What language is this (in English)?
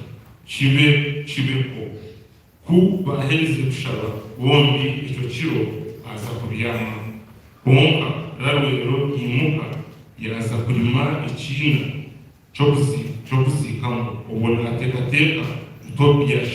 Nyankole